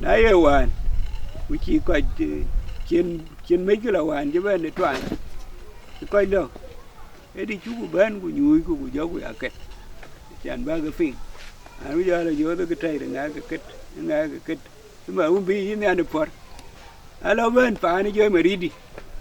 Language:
Dinka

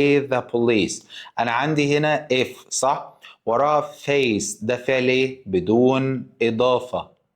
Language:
Egyptian Arabic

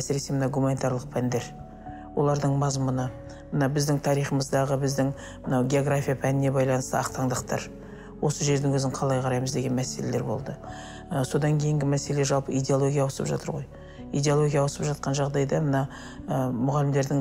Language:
Kazakh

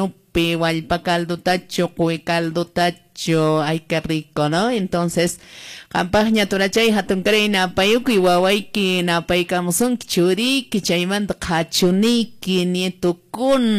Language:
Quechua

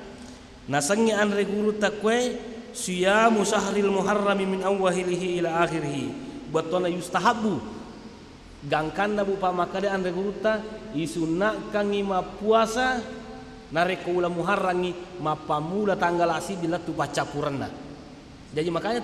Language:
Buginese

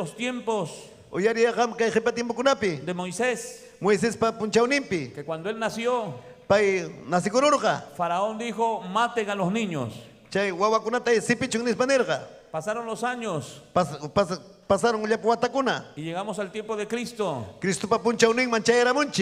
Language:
Ayacucho Quechua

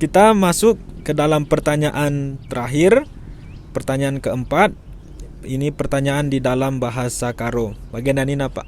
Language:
Batak Karo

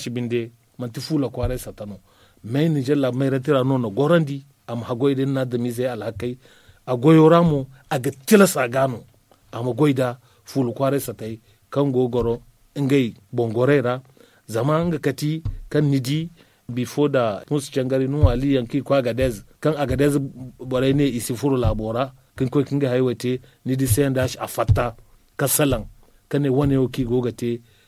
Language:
Zarma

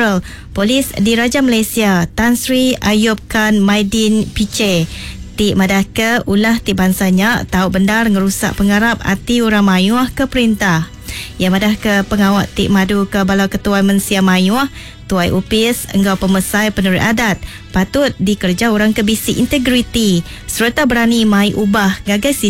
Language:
Iban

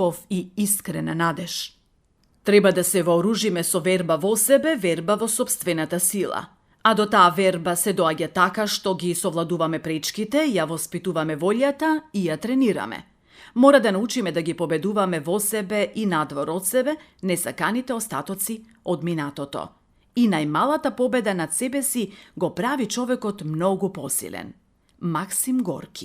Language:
Macedonian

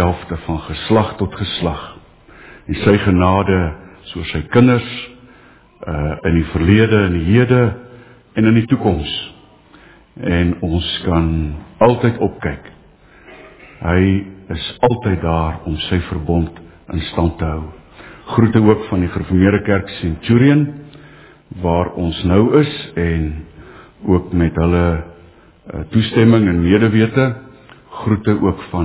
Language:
Afrikaans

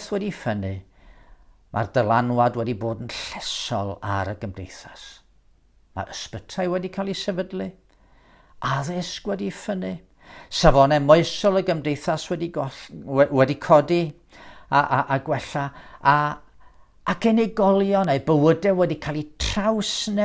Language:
Welsh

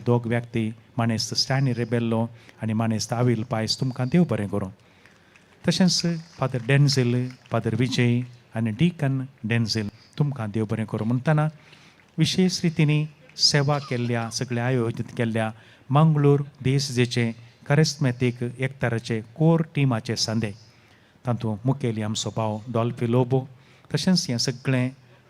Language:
Konkani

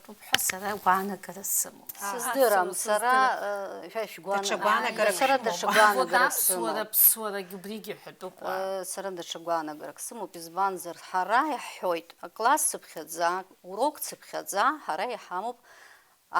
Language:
Abkhazian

